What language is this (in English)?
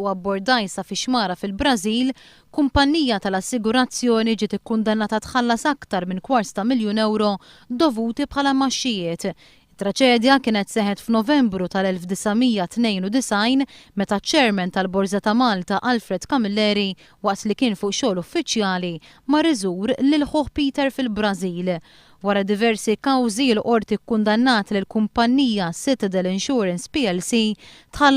Maltese